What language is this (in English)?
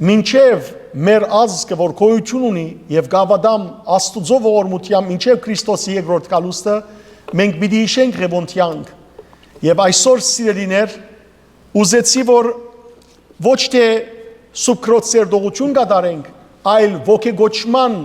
Western Armenian